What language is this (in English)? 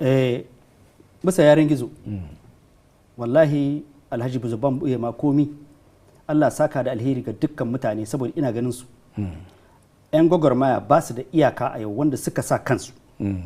Hausa